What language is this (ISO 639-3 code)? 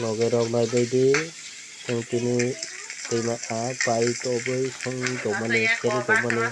trp